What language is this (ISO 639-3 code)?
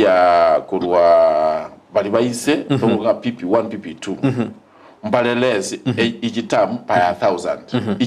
guz